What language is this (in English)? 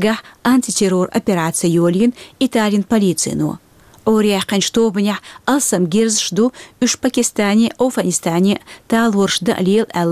Chechen